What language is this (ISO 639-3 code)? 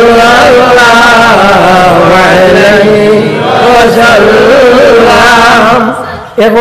syl